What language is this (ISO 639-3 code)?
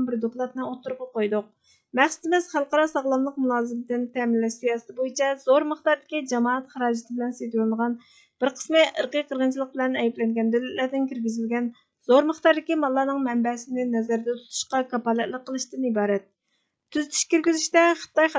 uig